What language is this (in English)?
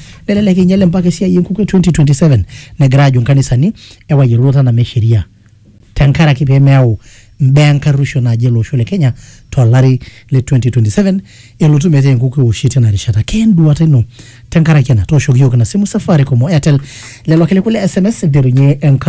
Masai